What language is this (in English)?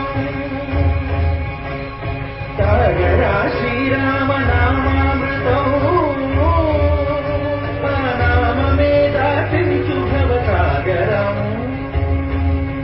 Telugu